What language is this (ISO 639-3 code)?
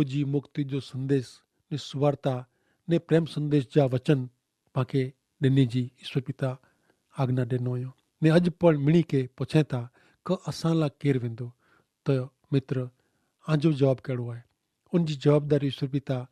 kfr